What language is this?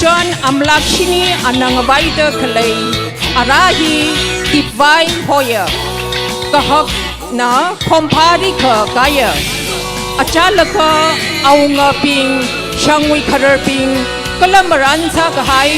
Tangkhul Naga (India)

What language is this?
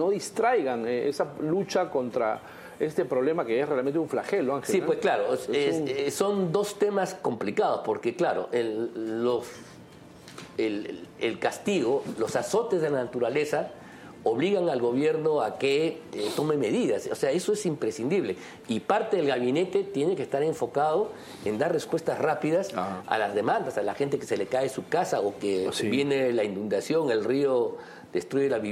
Spanish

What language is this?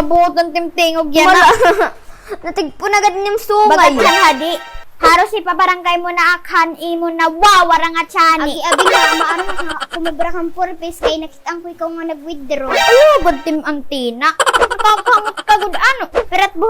Waray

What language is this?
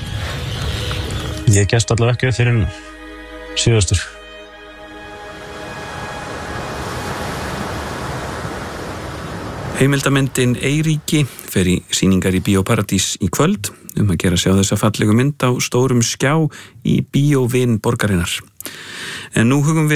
Icelandic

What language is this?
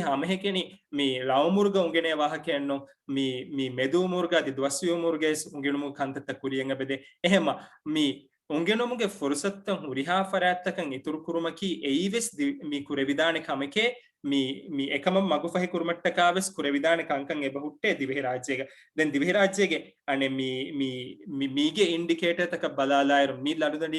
Divehi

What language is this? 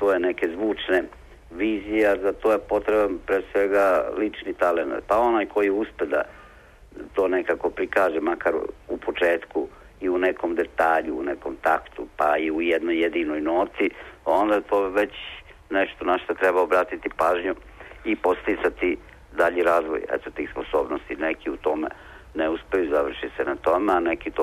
Serbian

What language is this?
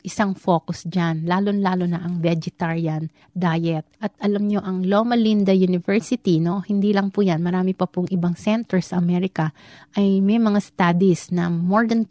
Filipino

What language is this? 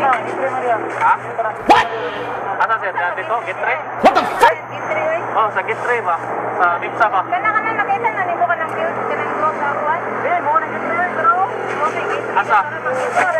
Cebuano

